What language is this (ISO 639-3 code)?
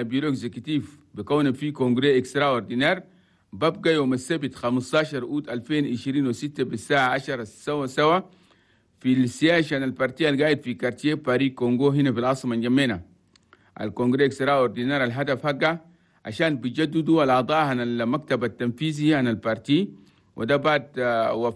shu